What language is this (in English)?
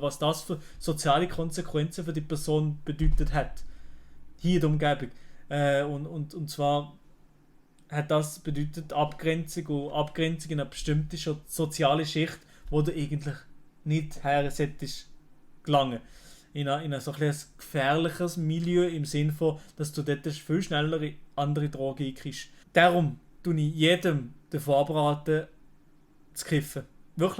Swiss German